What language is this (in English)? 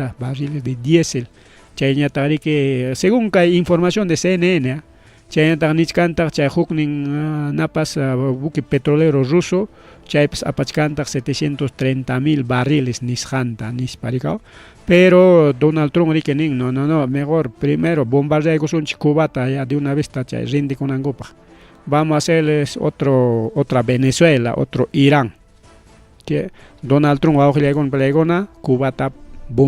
Ayacucho Quechua